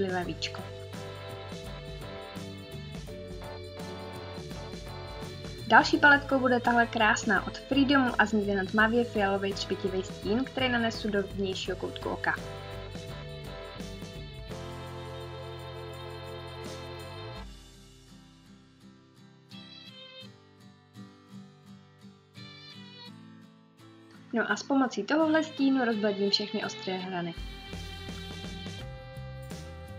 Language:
Czech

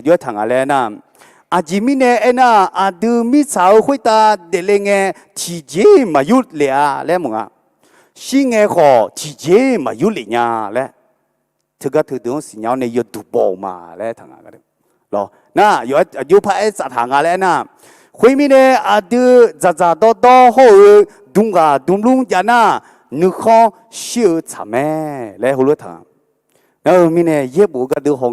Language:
Akha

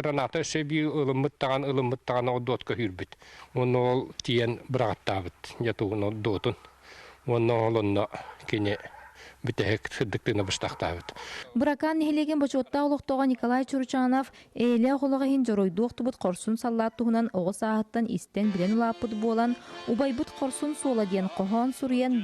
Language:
Yakut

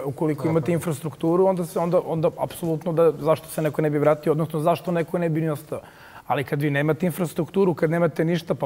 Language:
Bosnian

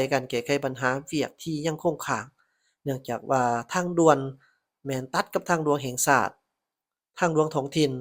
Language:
Lao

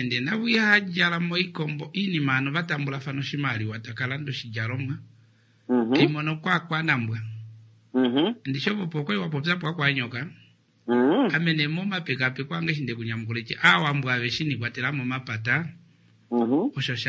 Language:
Kuanyama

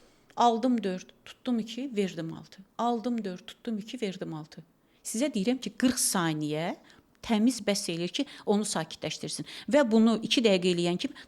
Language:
Azerbaijani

